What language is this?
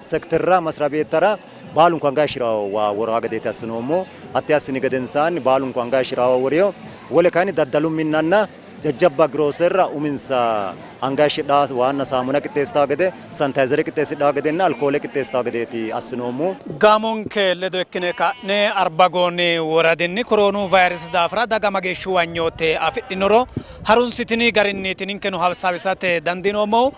Sidamo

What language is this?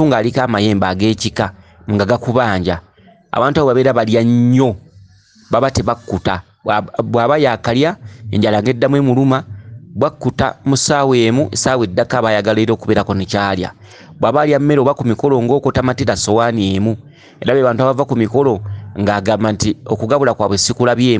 Ganda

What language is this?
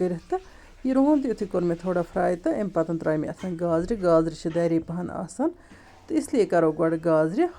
Kashmiri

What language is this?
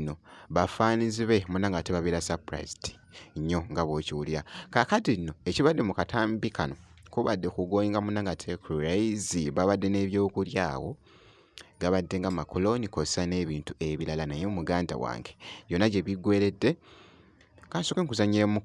Ganda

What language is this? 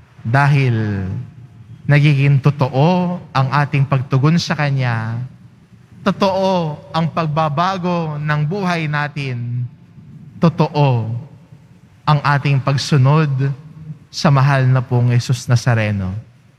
Filipino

